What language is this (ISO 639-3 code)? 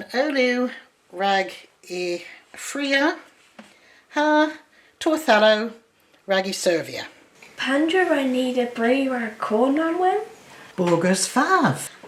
cor